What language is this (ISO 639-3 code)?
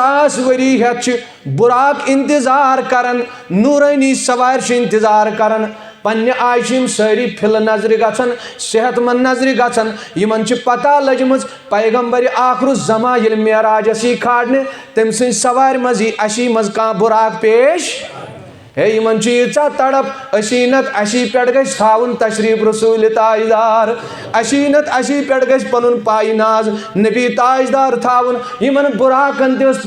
kas